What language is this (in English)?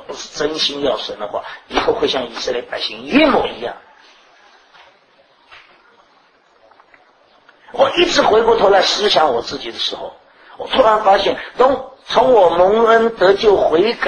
Chinese